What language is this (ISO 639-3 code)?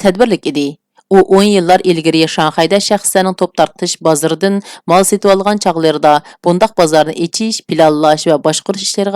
uig